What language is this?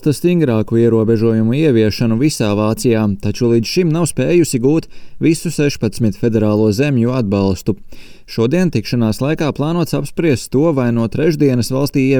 Latvian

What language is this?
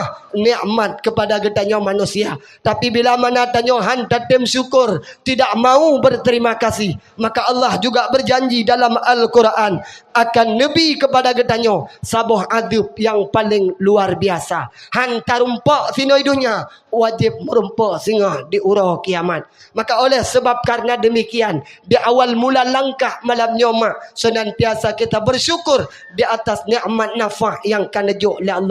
Achinese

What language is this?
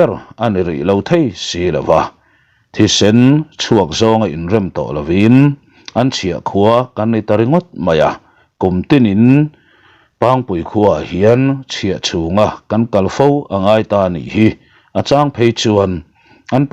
Mizo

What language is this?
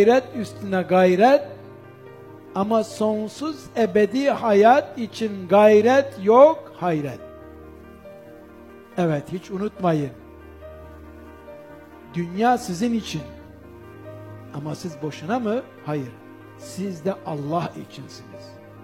Turkish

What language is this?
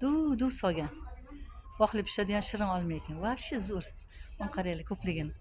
Uzbek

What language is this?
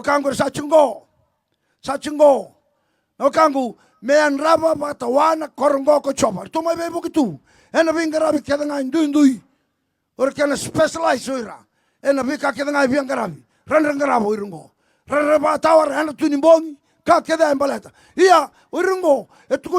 Fijian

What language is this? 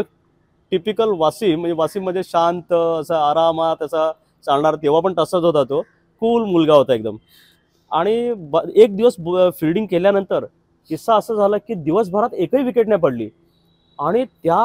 Marathi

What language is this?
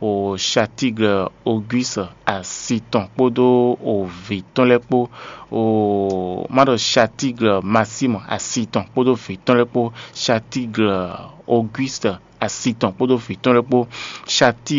Fon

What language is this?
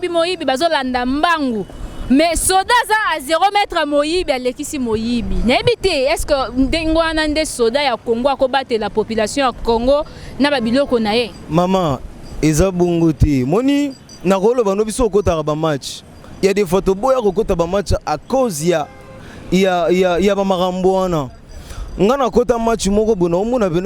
Lingala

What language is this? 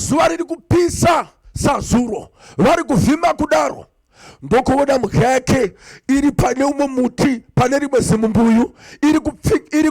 Shona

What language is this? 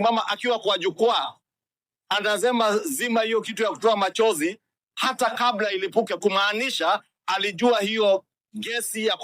Swahili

